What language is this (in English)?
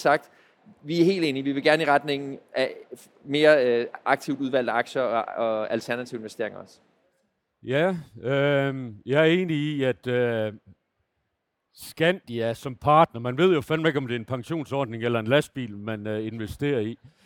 Danish